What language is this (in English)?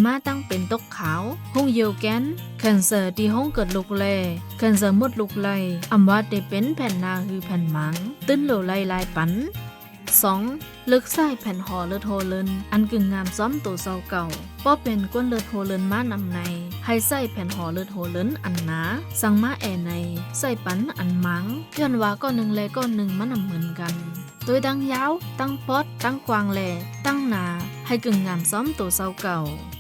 Shan